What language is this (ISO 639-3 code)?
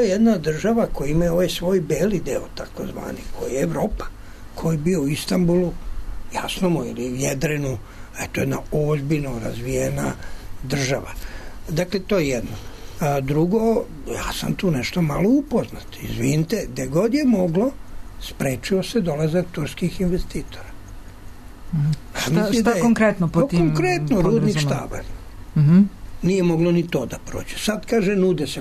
srp